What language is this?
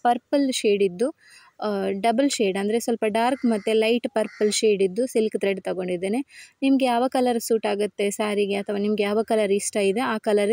Kannada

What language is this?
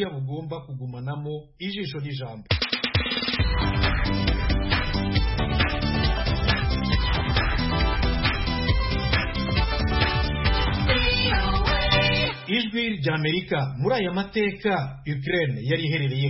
Kinyarwanda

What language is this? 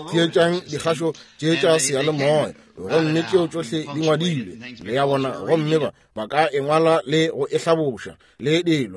Northern Sotho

